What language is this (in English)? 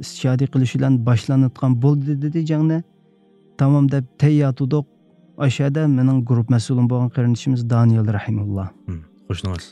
Uyghur